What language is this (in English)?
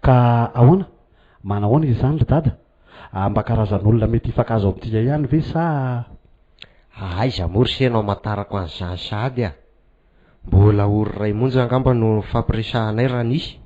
Malagasy